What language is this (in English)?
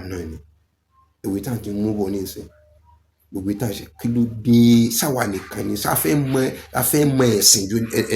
Yoruba